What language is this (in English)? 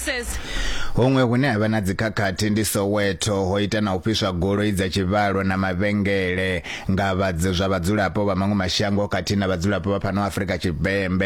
Venda